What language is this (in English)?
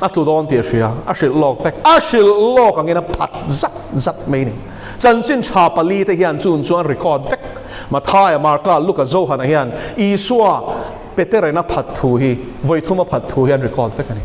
Mizo